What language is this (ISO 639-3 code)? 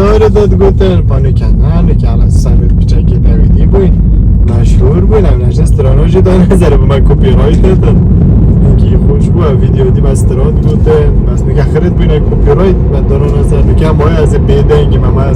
kur